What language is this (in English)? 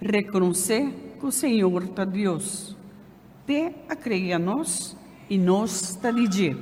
Papiamento